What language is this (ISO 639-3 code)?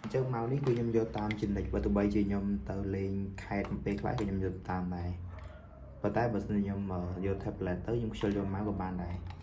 khm